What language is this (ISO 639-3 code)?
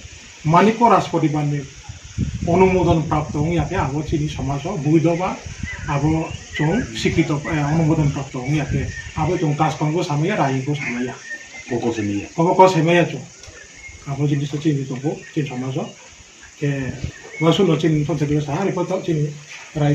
ria